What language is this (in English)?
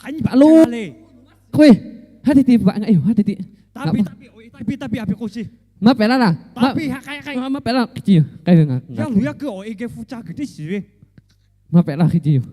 Lahu